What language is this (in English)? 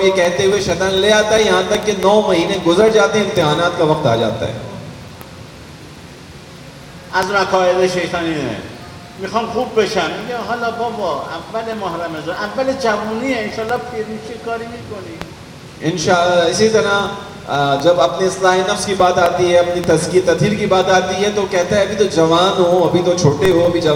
Urdu